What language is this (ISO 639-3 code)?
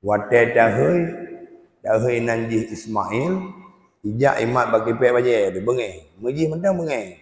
ace